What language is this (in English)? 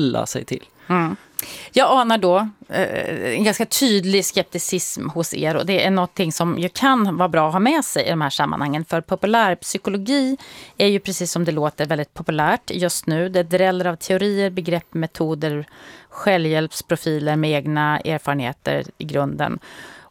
Swedish